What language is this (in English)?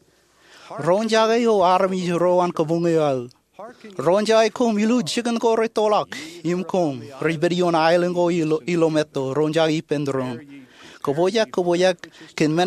Marshallese